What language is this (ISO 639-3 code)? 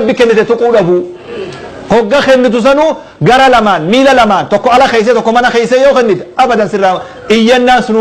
orm